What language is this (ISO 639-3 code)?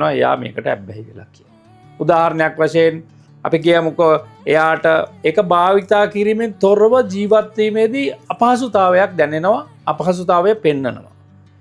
sin